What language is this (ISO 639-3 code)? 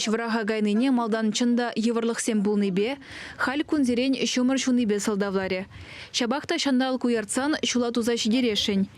chv